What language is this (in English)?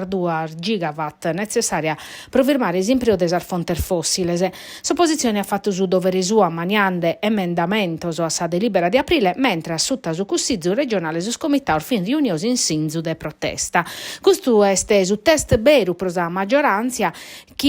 Sardinian